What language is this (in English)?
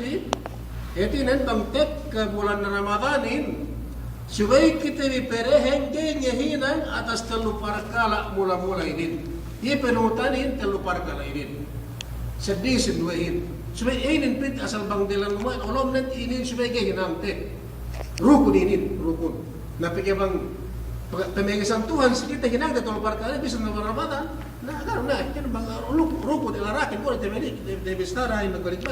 Yakan